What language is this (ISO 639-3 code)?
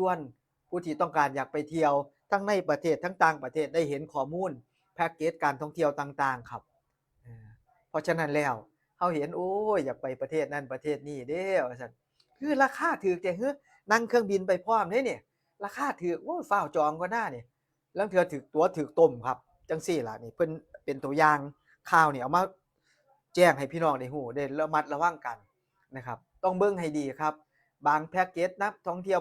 tts